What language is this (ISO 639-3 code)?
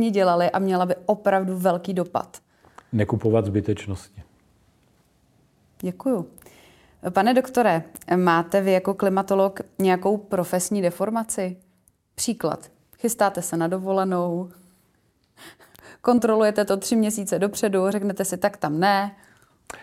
ces